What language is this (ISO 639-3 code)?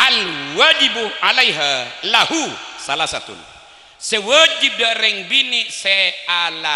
mad